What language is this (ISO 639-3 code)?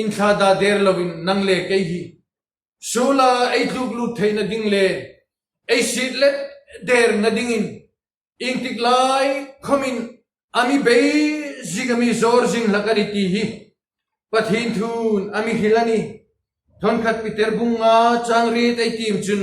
hmr